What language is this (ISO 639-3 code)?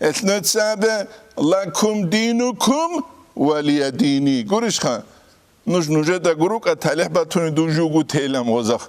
ava